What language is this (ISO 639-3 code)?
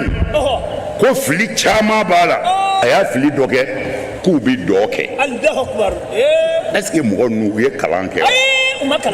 bam